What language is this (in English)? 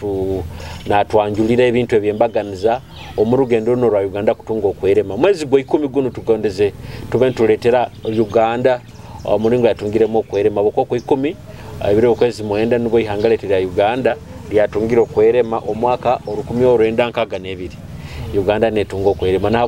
Nyoro